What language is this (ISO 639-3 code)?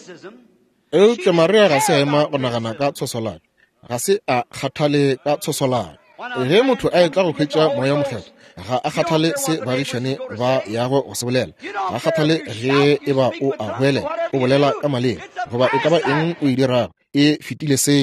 nso